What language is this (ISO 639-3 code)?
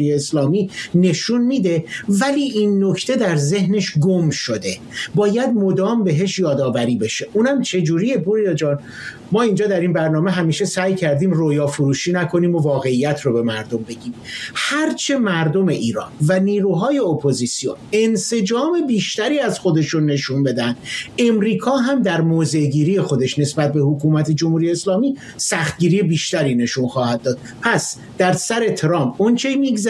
fas